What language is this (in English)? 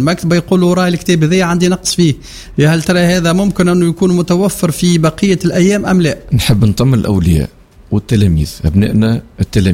Tunisian Arabic